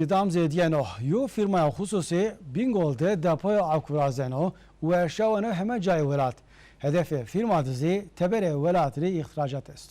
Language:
Zaza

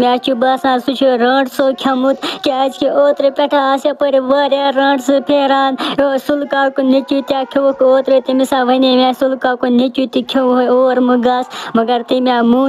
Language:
Kashmiri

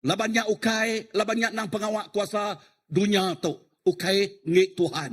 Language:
Iban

